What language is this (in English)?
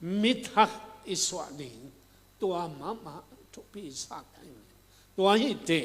Tedim Chin